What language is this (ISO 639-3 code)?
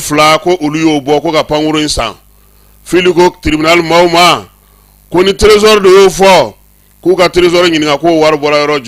bam